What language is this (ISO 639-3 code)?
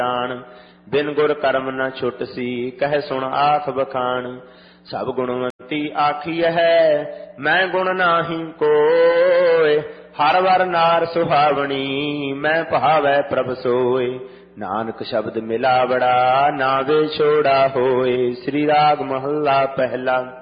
pan